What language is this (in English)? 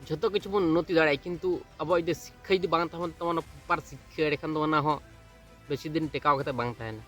Santali